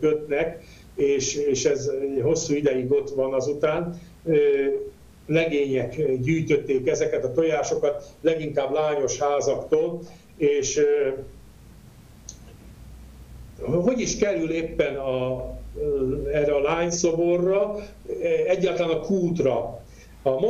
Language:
Hungarian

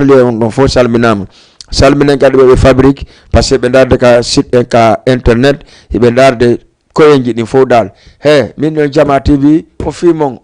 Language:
Fula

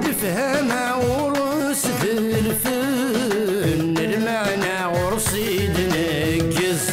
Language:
Kabyle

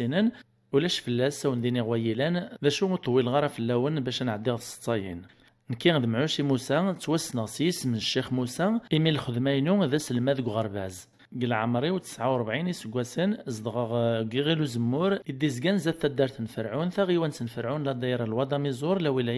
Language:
Kabyle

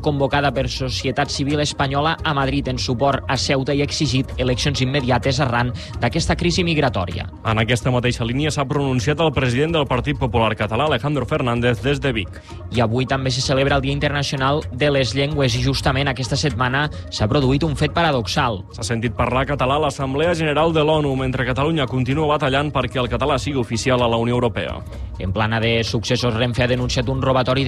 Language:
Catalan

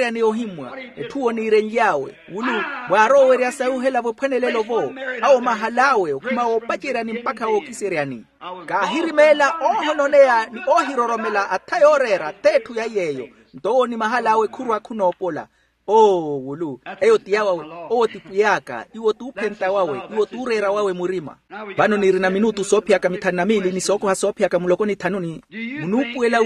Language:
Makhuwa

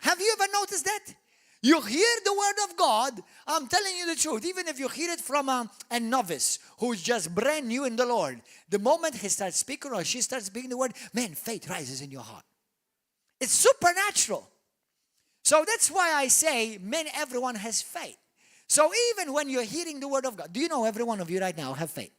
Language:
English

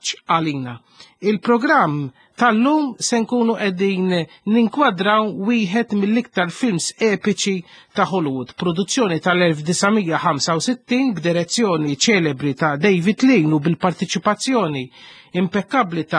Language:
Maltese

